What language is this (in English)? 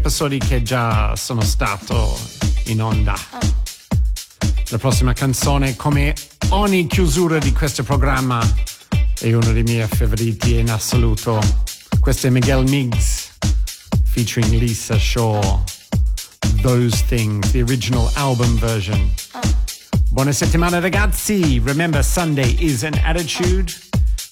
Italian